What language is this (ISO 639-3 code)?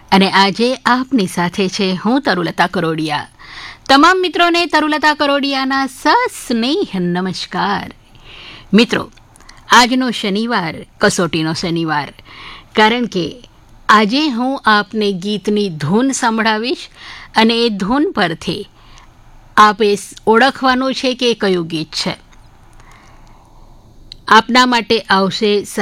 guj